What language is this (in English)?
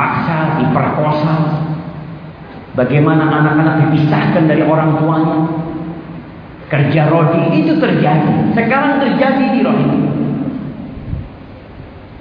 Indonesian